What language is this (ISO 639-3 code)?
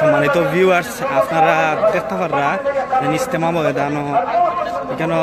syl